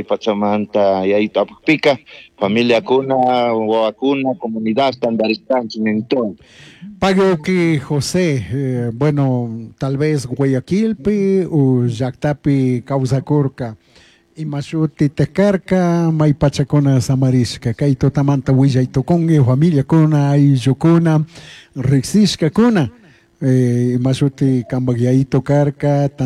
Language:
Chimborazo Highland Quichua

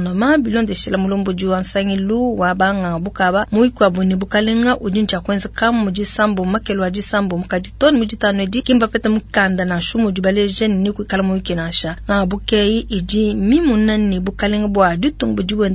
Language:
Luba-Lulua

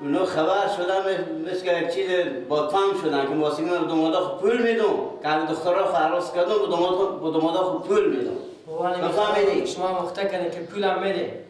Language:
Persian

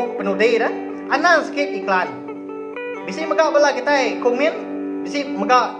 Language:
Iban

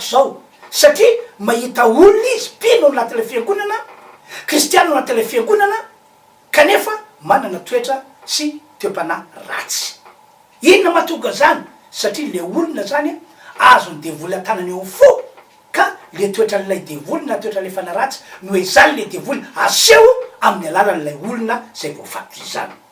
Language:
Malagasy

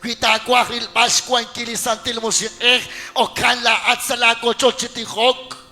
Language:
Kekchí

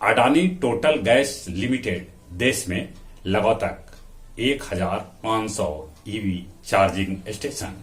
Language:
Magahi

